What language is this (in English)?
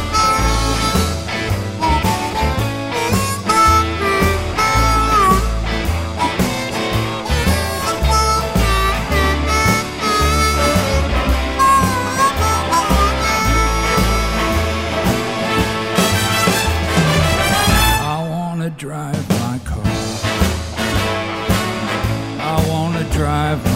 Basque